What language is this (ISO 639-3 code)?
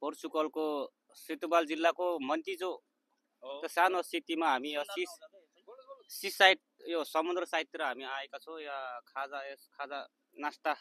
nep